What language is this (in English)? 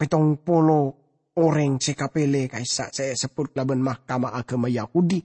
Madurese